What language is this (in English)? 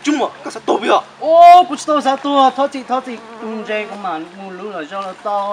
Hmong